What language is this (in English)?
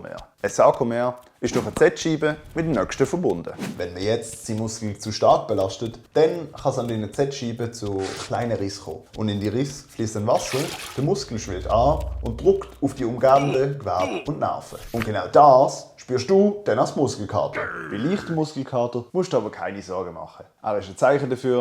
Swiss German